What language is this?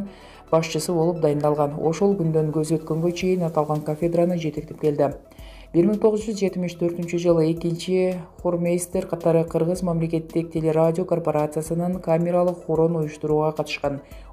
Kyrgyz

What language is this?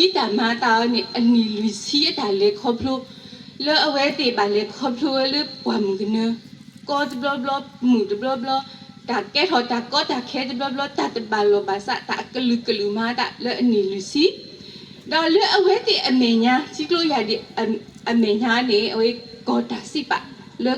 S'gaw Karen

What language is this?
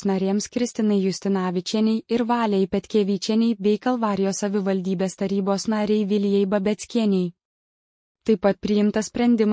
Lithuanian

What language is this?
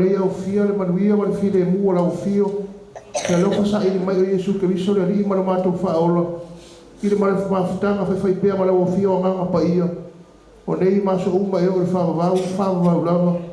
Samoan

